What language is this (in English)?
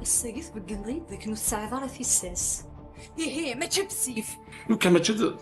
Kabyle